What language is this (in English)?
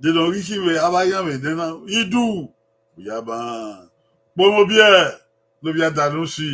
Bini